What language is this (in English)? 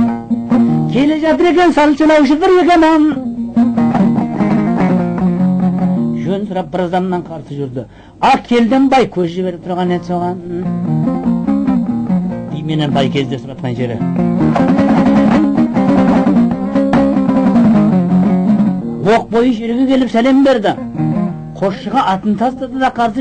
Kazakh